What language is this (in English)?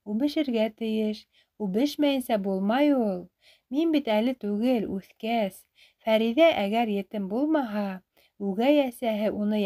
Bashkir